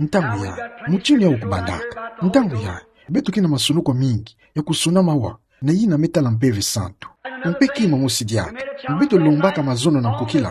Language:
Kituba (Democratic Republic of Congo)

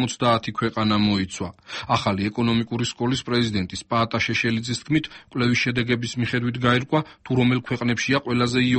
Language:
Georgian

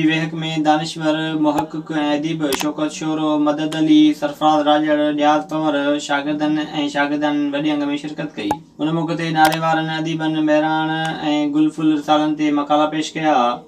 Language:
Sindhi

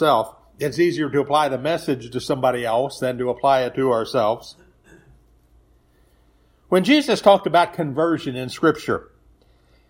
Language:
English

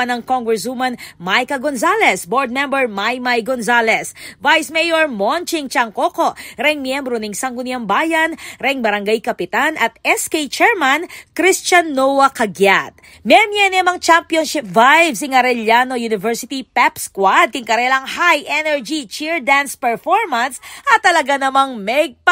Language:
Pampanga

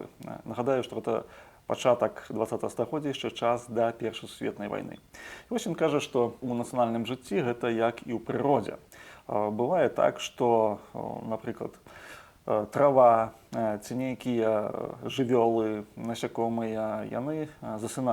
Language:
Belarusian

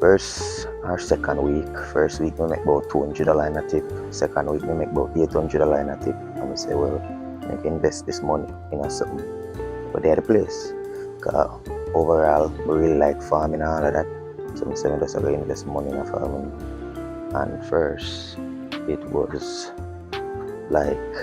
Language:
Jamaican Creole English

